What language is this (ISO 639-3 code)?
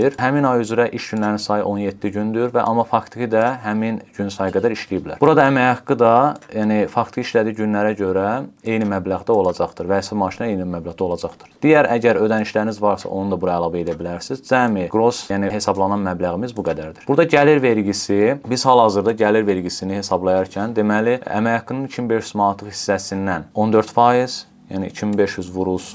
aze